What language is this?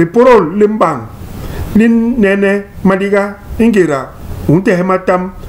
Basaa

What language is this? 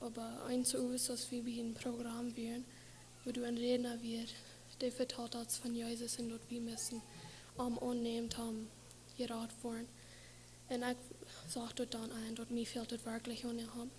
Plautdietsch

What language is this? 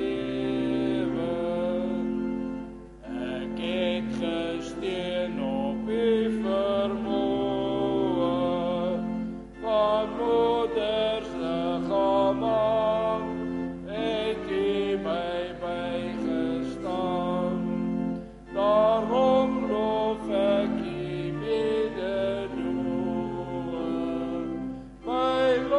Afrikaans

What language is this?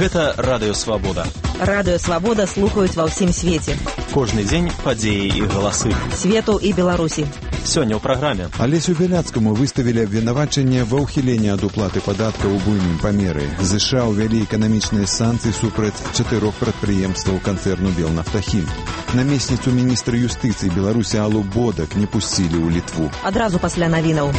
Belarusian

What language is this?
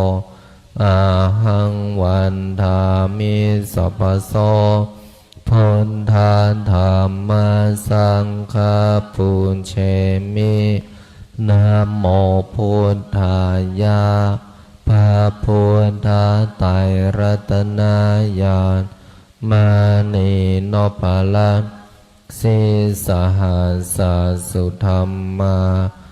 Pali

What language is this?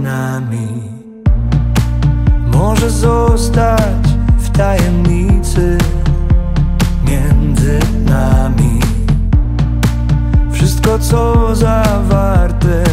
Polish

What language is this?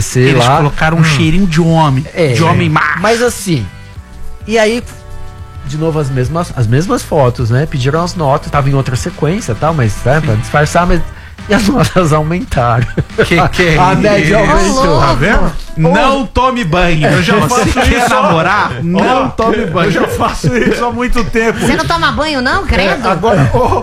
Portuguese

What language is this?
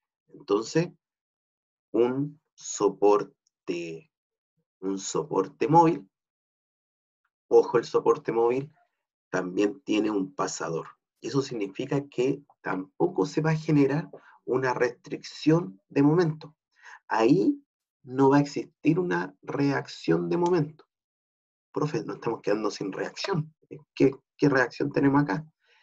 Spanish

